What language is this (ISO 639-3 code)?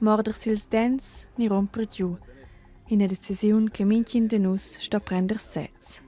roh